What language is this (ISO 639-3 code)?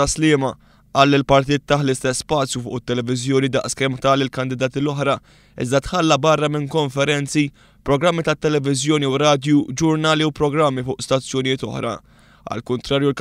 mlt